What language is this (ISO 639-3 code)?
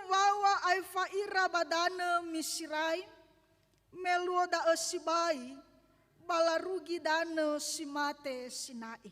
nia